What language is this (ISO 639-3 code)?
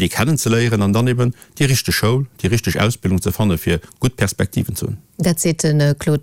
ltz